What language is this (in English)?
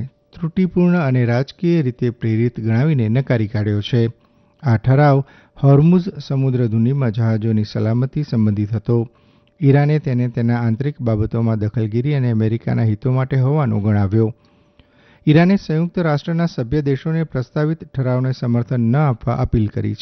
Gujarati